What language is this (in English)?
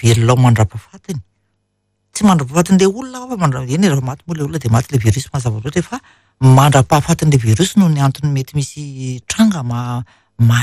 Malagasy